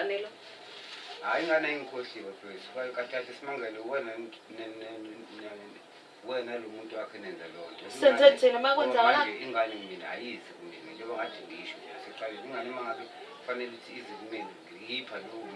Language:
Zulu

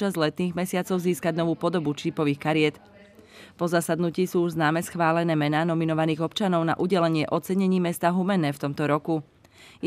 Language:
Slovak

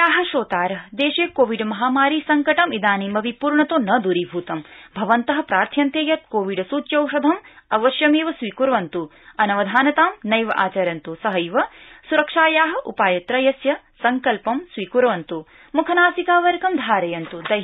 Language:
Sanskrit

